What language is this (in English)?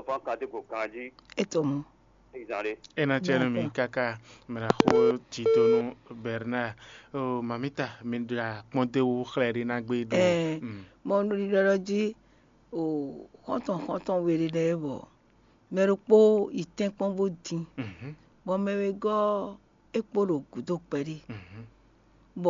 Fon